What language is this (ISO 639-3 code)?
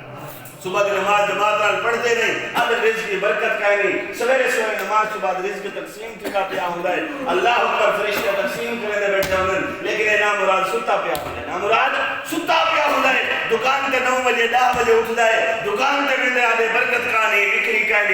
skr